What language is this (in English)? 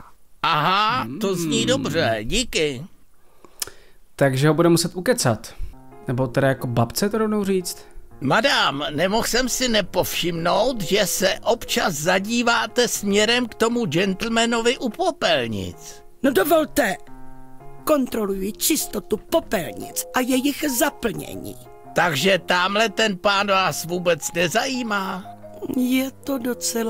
Czech